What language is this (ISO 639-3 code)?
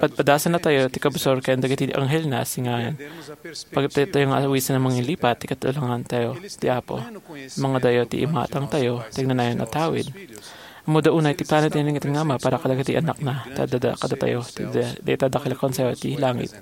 ilo